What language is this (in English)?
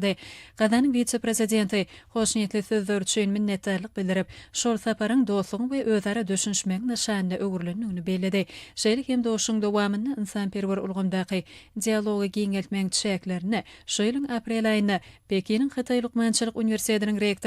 Turkmen